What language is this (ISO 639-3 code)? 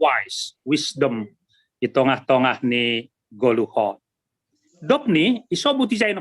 bts